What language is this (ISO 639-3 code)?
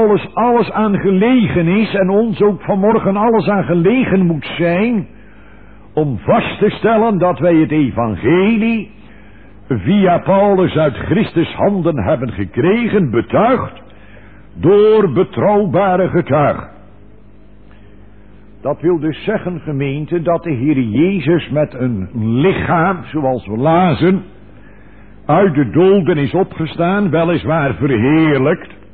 nld